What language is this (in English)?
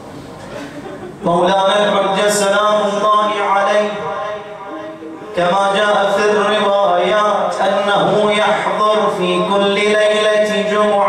Arabic